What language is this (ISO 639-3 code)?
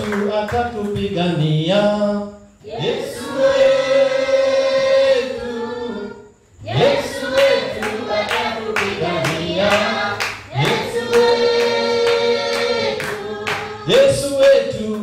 swa